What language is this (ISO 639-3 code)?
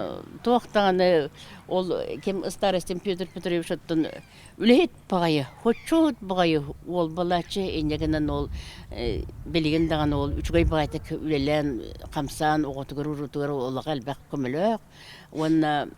sah